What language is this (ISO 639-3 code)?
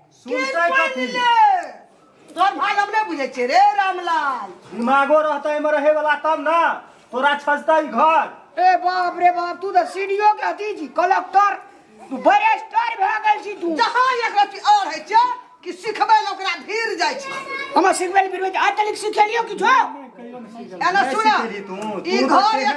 mai